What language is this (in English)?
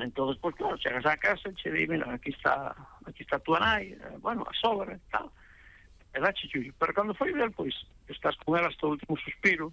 Galician